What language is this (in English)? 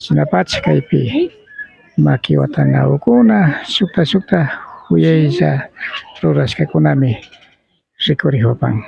Imbabura Highland Quichua